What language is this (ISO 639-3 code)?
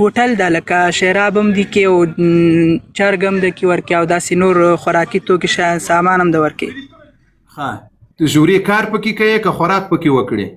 pus